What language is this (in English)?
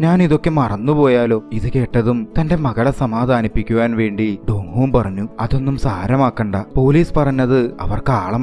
Malayalam